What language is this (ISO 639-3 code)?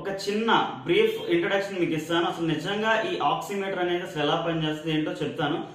tel